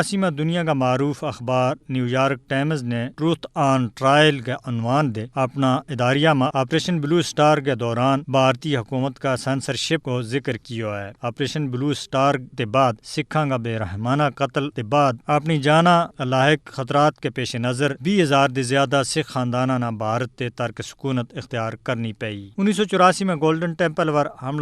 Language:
Gujari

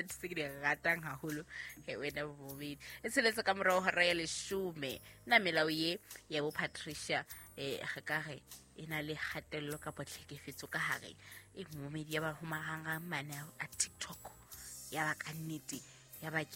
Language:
Southern Sotho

